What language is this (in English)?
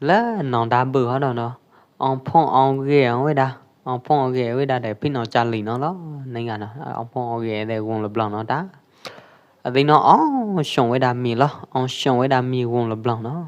Pwo Eastern Karen